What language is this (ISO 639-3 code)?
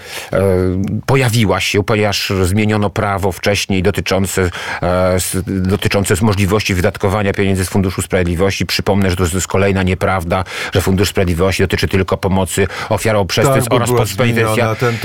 pol